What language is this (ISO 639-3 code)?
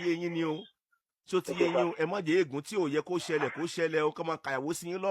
yor